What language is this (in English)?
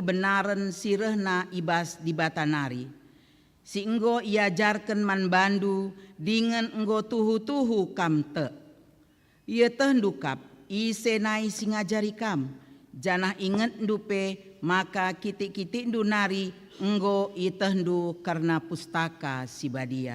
Batak Karo